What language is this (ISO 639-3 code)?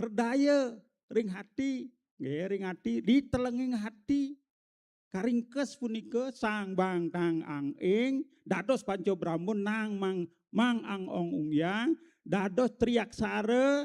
ban